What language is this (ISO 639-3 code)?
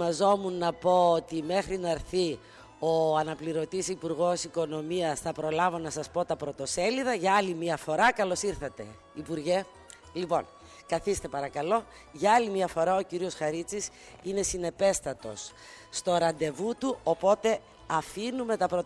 ell